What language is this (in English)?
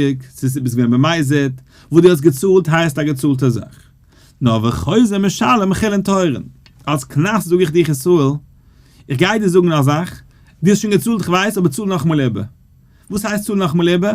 Yiddish